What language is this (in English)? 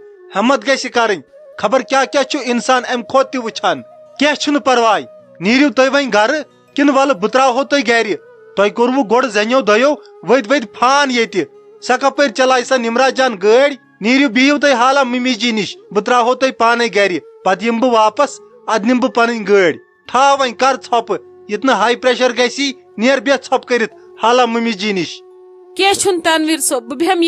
Kashmiri